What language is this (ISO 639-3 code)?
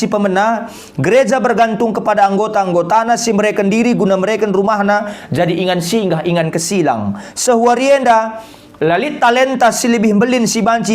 btx